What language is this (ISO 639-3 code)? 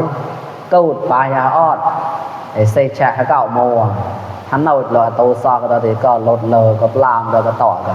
mnw